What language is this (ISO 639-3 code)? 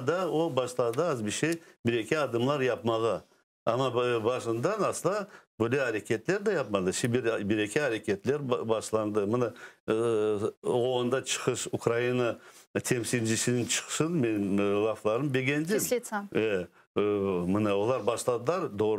crh